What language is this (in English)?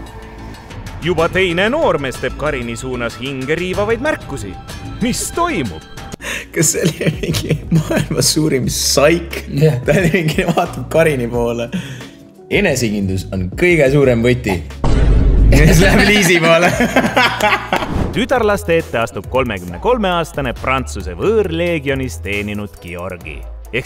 Estonian